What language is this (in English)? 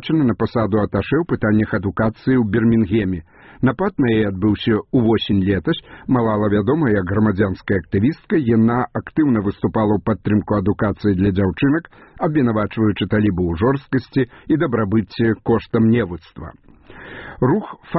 Belarusian